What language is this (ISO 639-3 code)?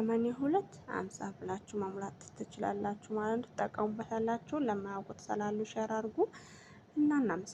amh